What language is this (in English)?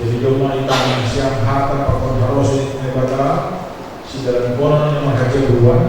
Batak Simalungun